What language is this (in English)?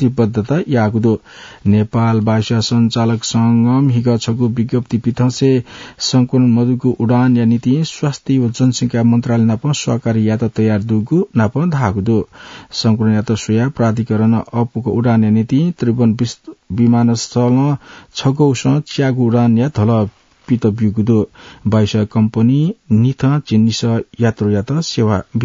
Newari